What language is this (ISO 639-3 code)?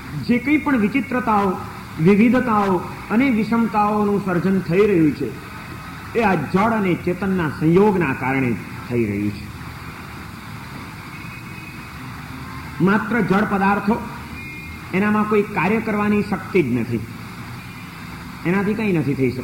guj